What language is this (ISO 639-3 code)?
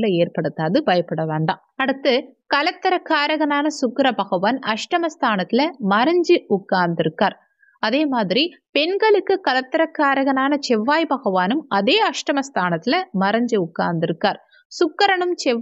tam